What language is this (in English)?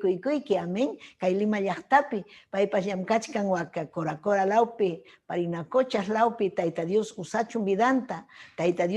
Ayacucho Quechua